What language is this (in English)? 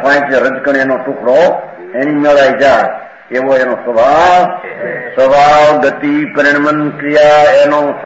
Gujarati